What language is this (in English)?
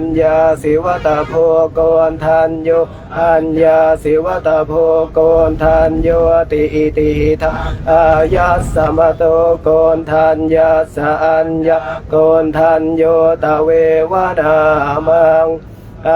Pali